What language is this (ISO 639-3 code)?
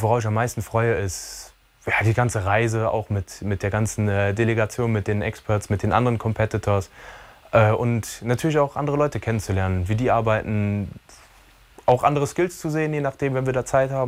ltz